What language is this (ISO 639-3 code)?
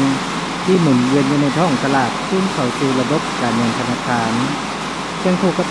lao